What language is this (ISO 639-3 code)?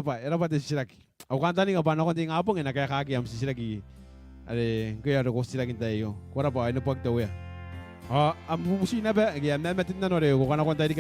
gil